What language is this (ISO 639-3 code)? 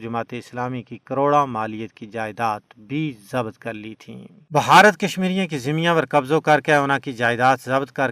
gju